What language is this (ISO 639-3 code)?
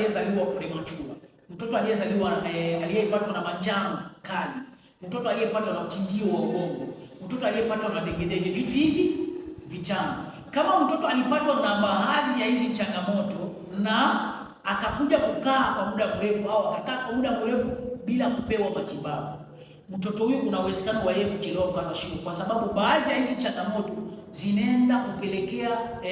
swa